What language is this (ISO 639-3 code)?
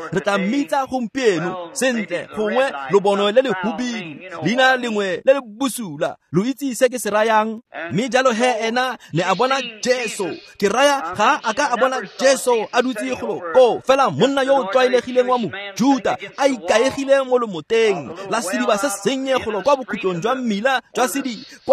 tsn